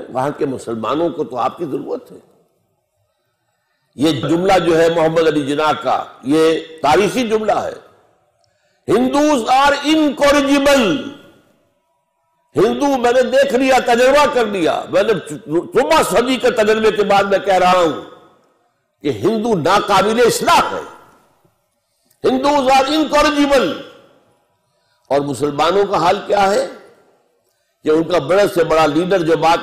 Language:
Urdu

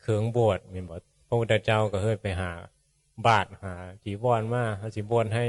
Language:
Northeastern Thai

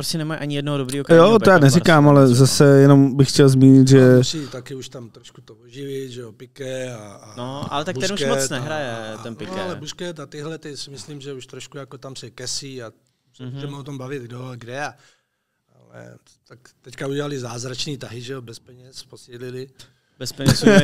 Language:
Czech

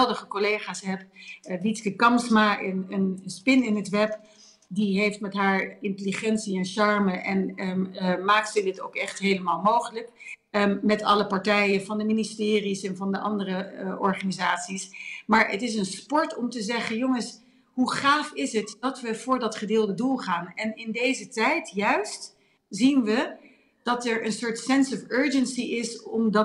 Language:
Dutch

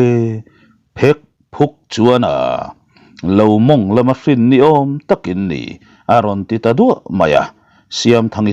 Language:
Mizo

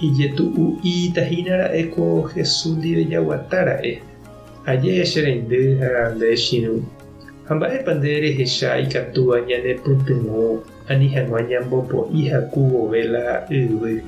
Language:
Guarani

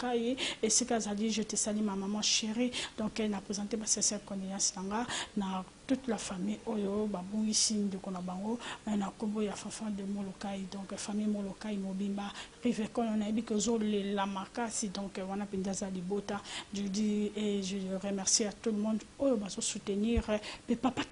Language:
Lingala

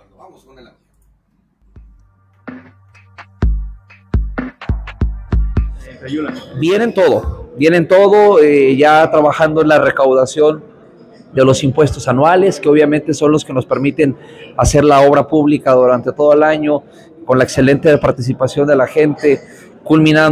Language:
Spanish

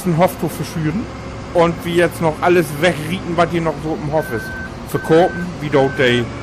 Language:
Low German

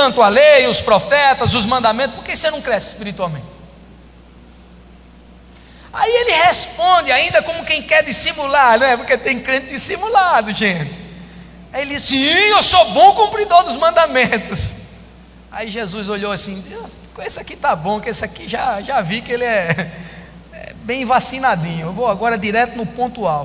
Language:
Portuguese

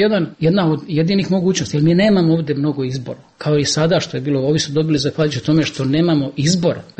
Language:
Bosnian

